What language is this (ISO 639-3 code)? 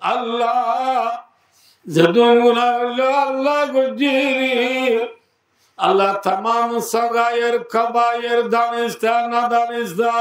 rhg